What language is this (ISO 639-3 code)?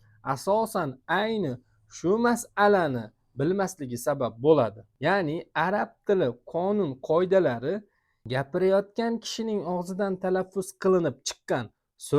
uzb